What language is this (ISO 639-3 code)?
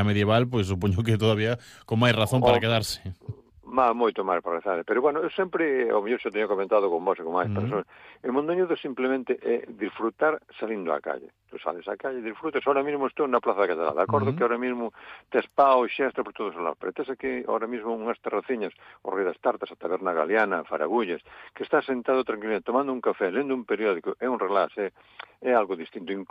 glg